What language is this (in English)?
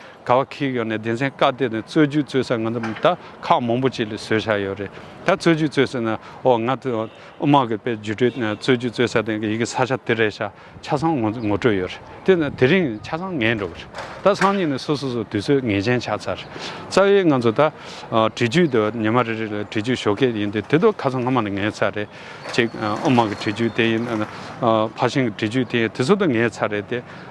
Tibetan